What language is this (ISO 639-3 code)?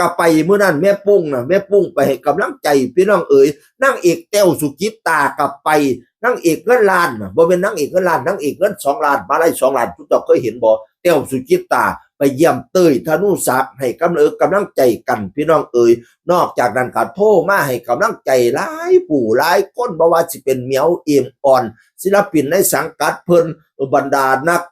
tts